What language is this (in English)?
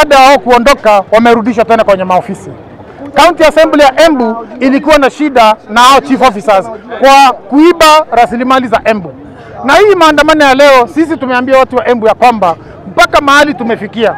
Swahili